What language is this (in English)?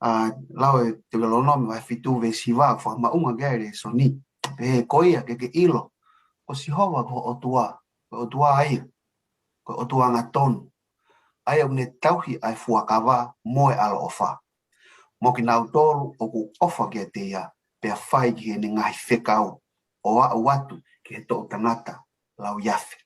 Tongan